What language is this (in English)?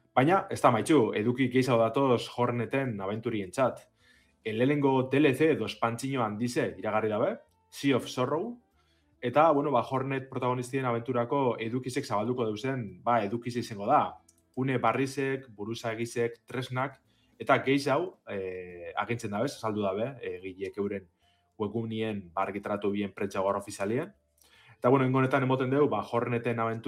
Basque